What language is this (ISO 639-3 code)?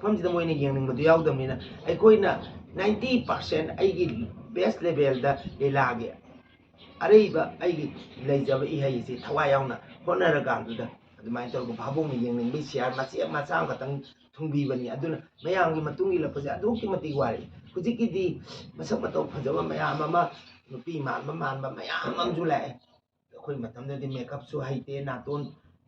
mni